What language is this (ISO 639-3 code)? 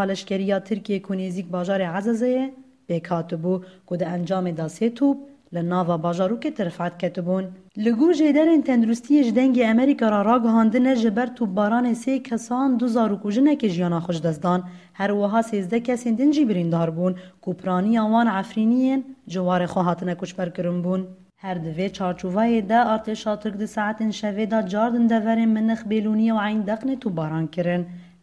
kur